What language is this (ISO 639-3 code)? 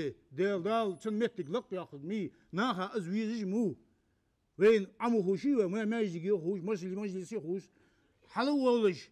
inh